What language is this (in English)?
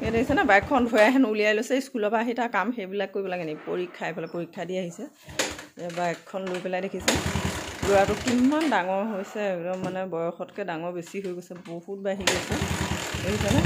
Assamese